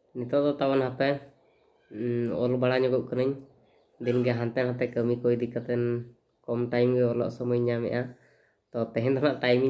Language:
Santali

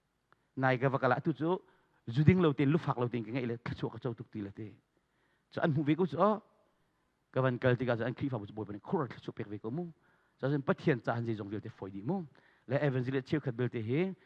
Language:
Hakha Chin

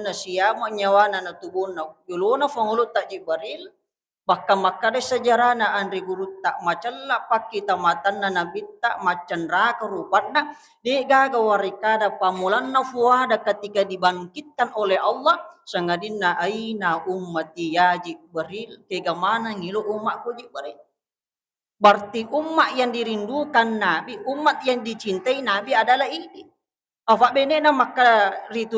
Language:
Buginese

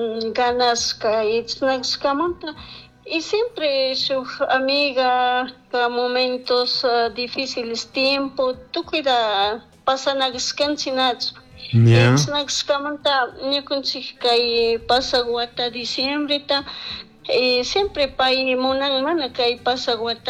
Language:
Chimborazo Highland Quichua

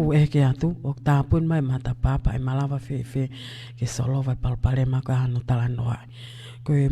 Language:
Tongan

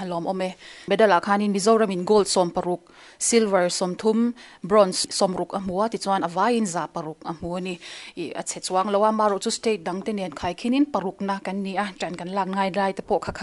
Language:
Mizo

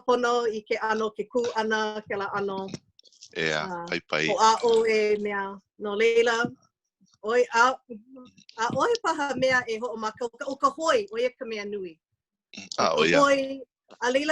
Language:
Hawaiian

